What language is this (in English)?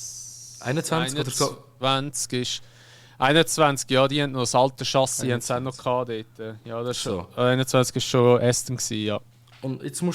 Swiss German